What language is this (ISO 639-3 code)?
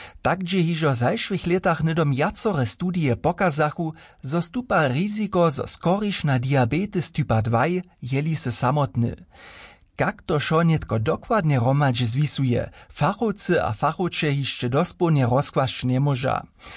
hsb